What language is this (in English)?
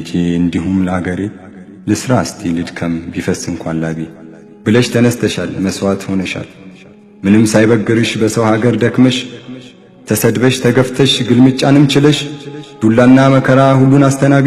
Amharic